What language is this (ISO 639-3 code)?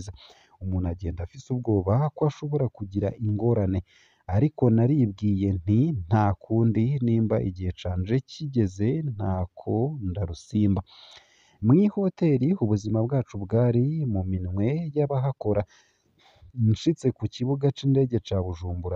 run